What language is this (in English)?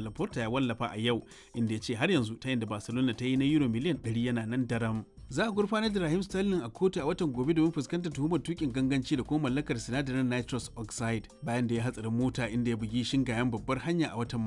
Hausa